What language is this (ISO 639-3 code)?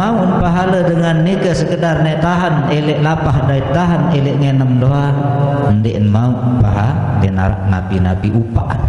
sas